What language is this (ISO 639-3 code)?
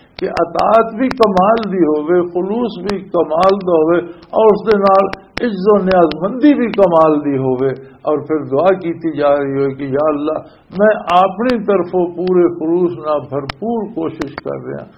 lah